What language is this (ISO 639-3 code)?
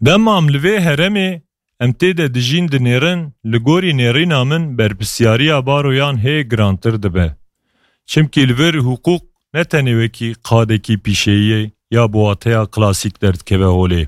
kur